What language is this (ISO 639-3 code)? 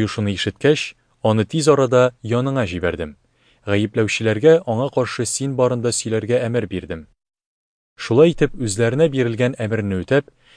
tat